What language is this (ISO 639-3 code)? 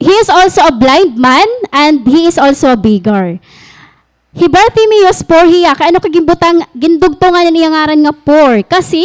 war